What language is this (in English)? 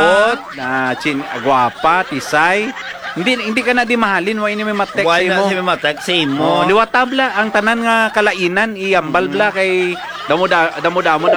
Hiligaynon